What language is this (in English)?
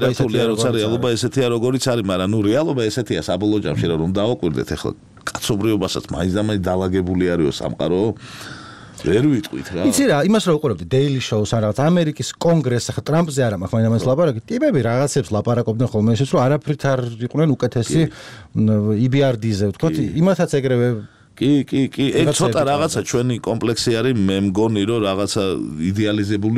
Georgian